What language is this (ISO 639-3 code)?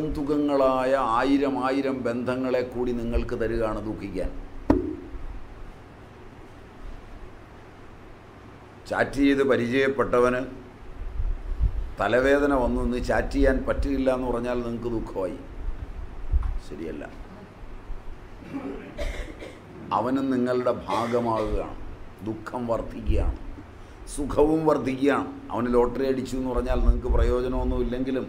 mal